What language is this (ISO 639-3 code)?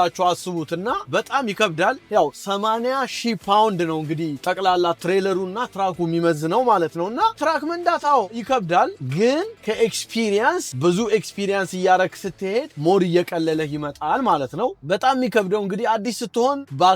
amh